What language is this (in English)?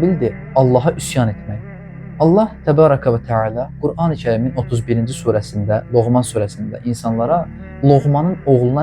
Azerbaijani